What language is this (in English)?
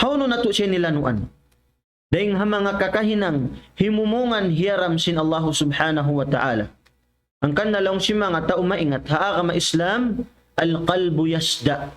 Tausug